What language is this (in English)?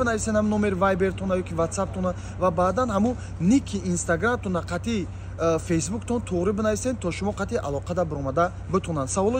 Tajik